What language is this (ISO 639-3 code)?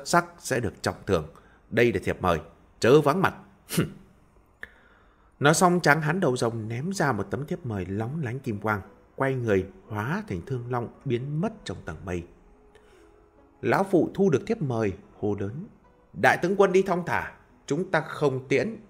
vie